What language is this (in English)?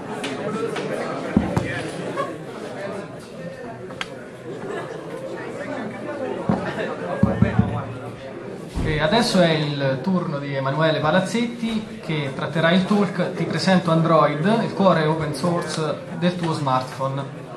Italian